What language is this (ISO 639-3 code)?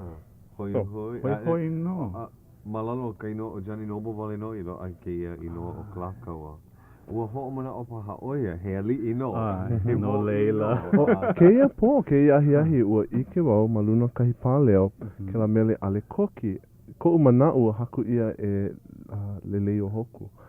haw